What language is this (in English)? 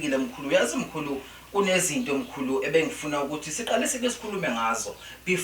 Zulu